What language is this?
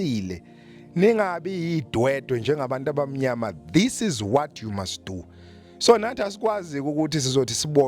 Zulu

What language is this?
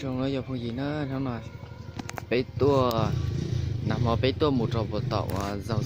Hmong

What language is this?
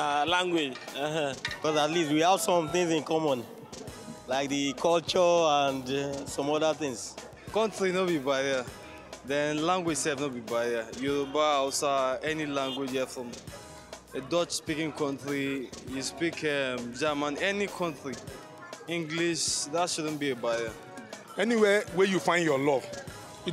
Nigerian Pidgin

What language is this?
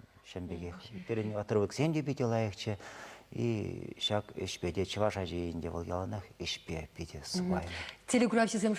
Chuvash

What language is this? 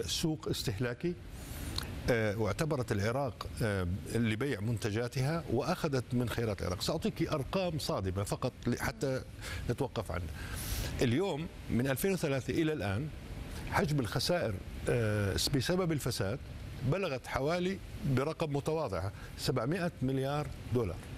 Arabic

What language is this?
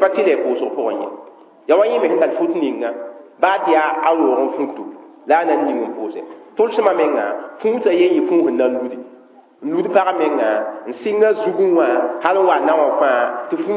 Mossi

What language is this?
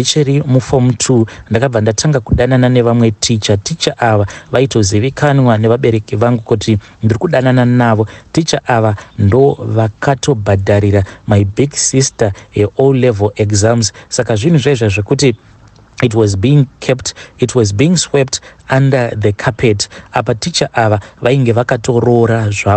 Shona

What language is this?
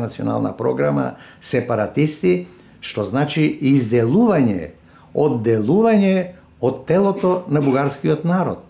Macedonian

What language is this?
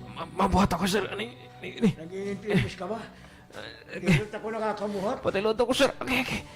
Waray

